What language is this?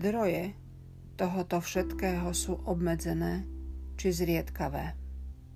Slovak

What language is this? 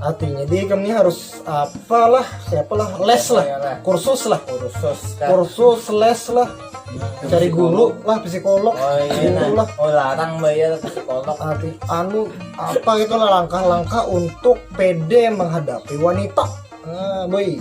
Banjar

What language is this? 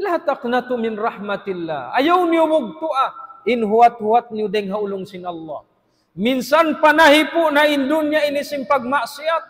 Tausug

